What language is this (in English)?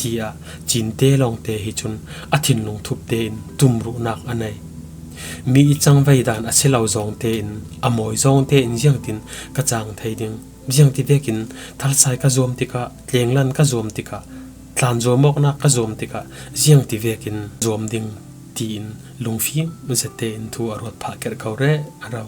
Falam Chin